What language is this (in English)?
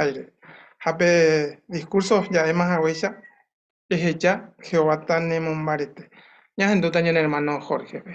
Guarani